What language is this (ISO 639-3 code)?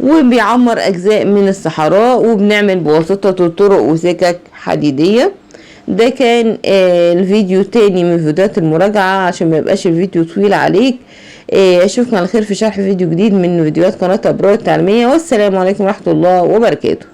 arz